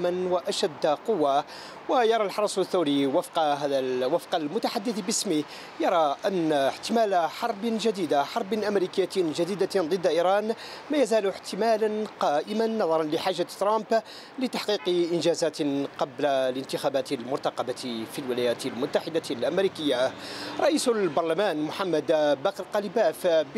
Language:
Arabic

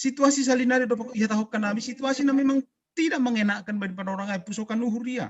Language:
Batak Simalungun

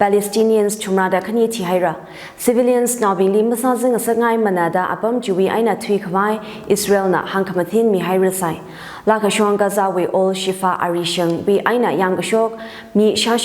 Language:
Tangkhul Naga (India)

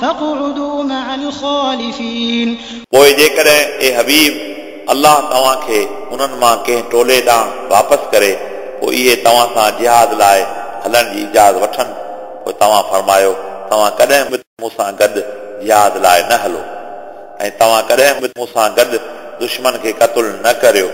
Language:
Sindhi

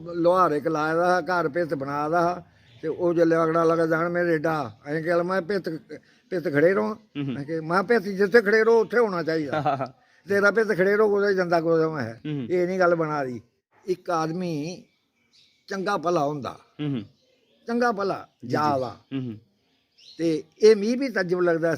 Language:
Dogri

